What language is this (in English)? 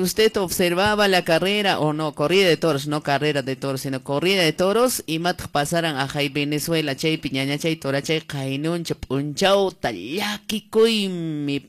Quechua